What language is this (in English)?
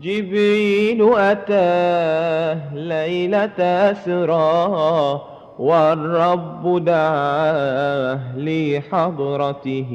Madurese